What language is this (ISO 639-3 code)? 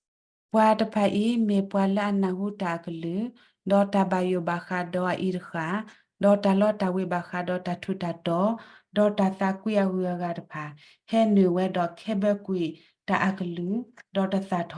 ksw